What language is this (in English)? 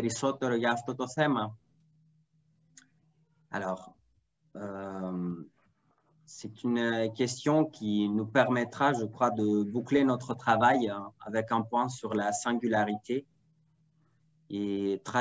French